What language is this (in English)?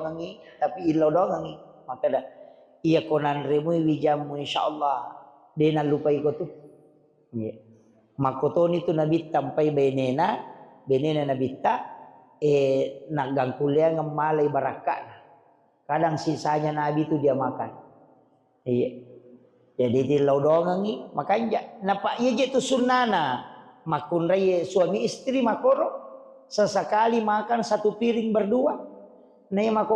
Buginese